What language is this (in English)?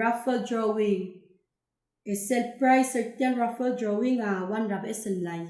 Palauan